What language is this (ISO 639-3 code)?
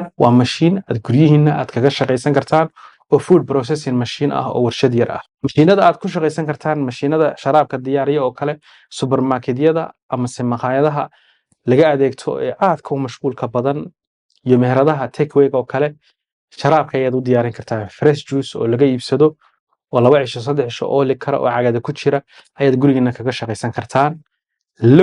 som